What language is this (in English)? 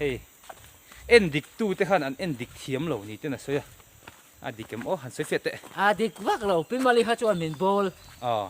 Mizo